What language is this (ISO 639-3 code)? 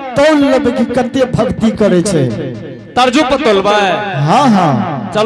anp